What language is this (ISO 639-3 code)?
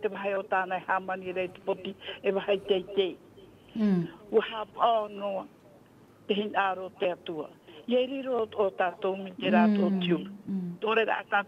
tah